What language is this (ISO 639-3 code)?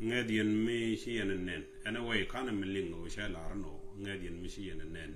nus